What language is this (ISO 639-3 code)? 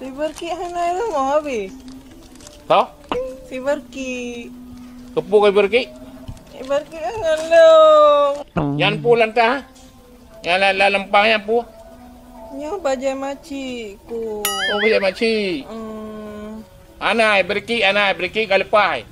ace